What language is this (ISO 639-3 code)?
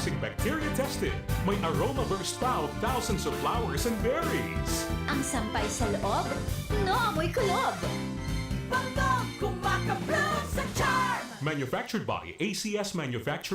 bik